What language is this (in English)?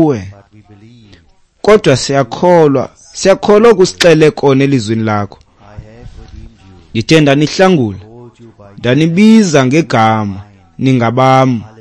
Xhosa